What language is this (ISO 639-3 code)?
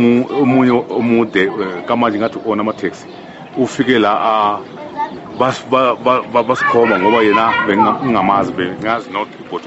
zul